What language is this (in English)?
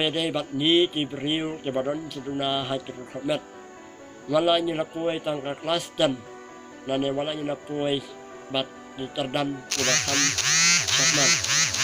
Khasi